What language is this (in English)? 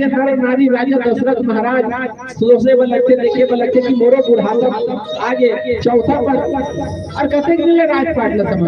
Chhattisgarhi